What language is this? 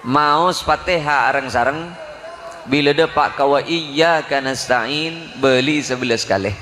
Madurese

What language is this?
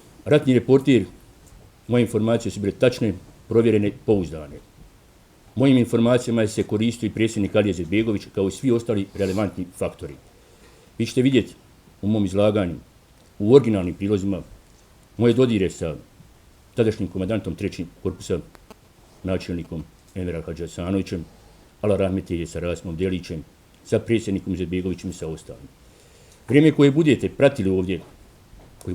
Bosnian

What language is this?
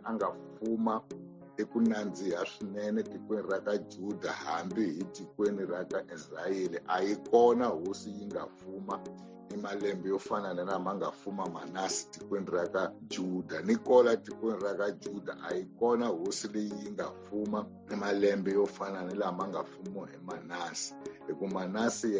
Tsonga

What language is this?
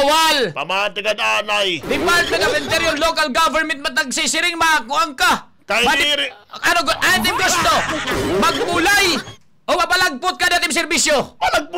Waray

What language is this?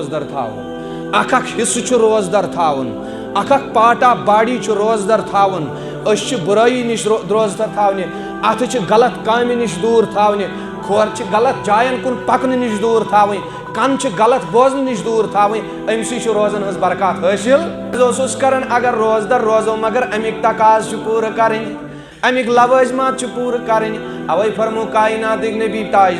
Kashmiri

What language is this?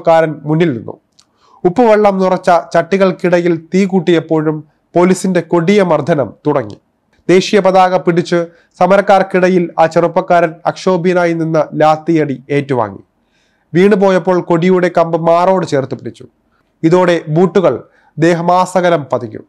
Malayalam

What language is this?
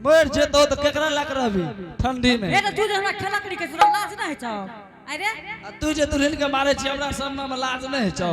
Angika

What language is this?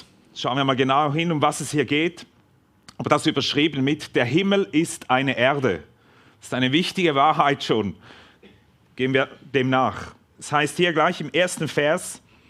Swiss German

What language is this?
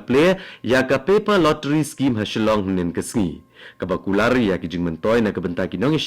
Khasi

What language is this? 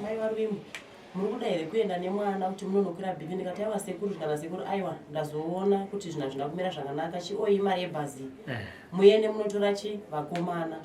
Shona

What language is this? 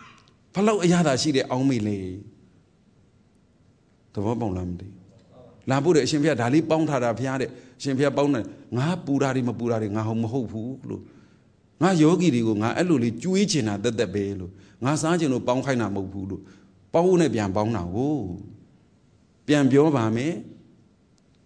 Burmese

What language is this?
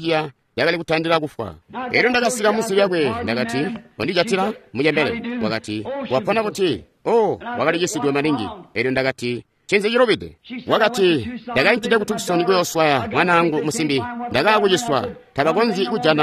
Tonga (Zambia)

